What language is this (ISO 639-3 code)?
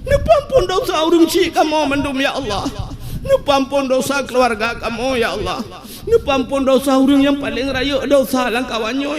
ace